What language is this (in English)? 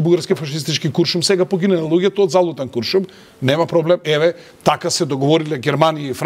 Macedonian